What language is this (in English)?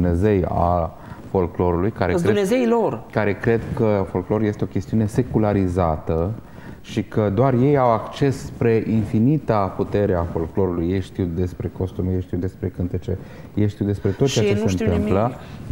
Romanian